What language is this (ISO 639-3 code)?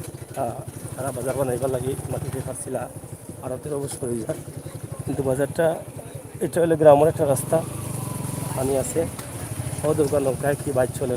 syl